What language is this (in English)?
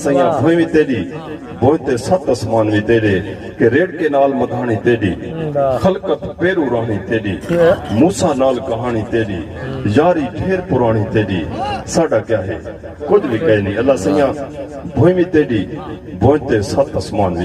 Saraiki